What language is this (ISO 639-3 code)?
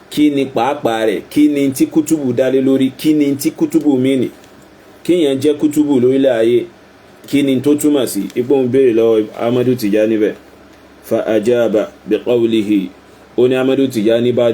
yor